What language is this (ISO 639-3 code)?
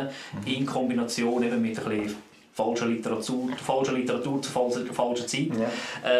gsw